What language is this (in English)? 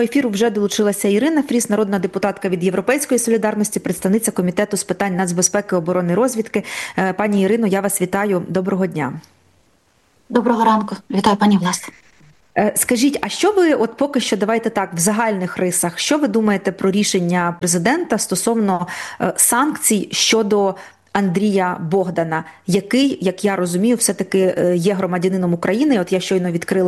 Ukrainian